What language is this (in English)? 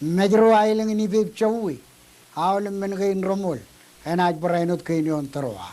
Marshallese